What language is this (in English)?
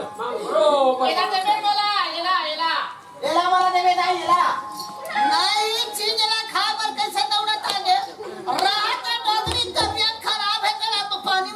Chhattisgarhi